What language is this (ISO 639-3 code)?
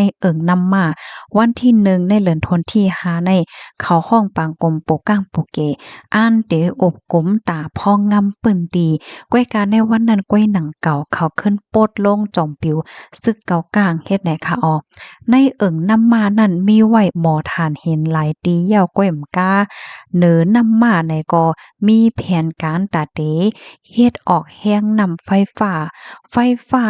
shn